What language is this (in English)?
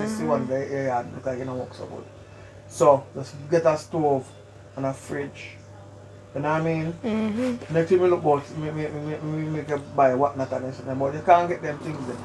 Jamaican Creole English